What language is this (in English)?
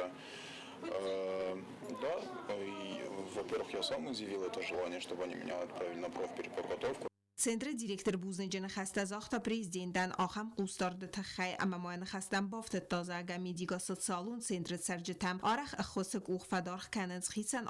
Ossetic